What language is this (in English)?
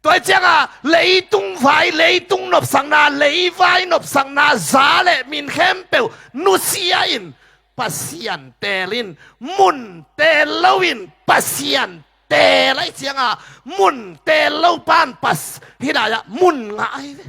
Tedim Chin